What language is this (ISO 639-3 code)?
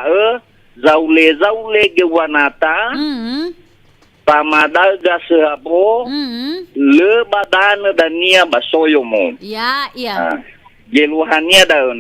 nia